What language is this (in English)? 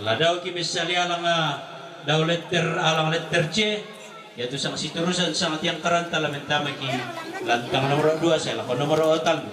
Toraja-Sa'dan